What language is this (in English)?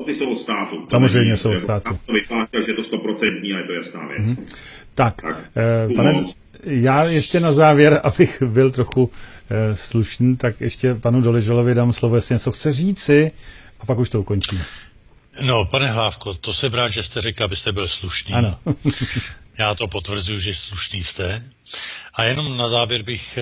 Czech